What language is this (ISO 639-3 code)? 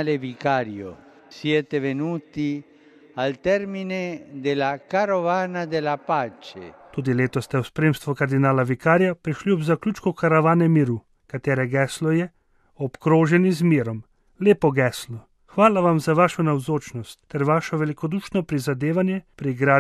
slv